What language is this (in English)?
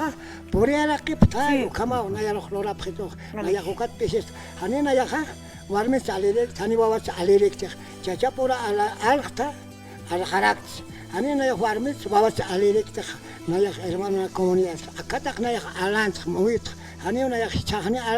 Aymara